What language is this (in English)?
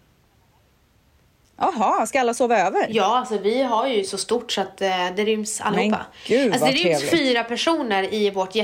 Swedish